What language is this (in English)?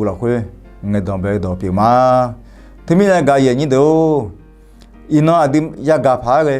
Akha